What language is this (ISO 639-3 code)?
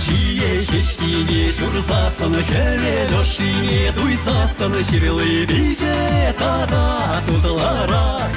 chv